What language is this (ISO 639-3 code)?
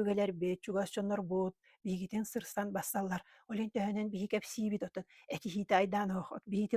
sah